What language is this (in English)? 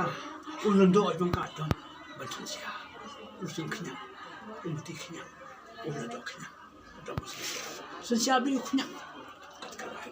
Khasi